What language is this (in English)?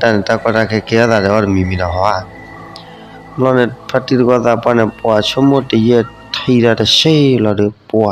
S'gaw Karen